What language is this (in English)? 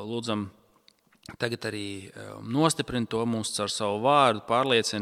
Latvian